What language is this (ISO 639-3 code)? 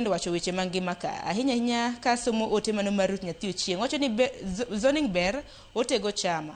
luo